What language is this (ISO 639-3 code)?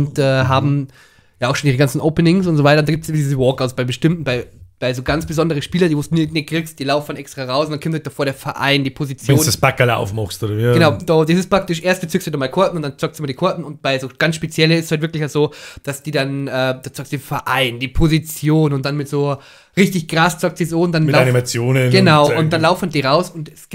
bar